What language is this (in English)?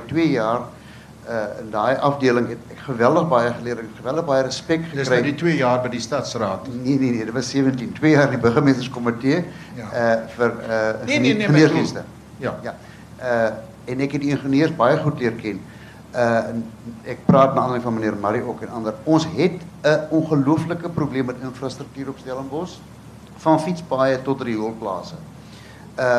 Afrikaans